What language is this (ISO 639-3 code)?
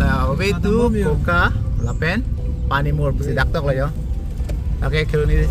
mjw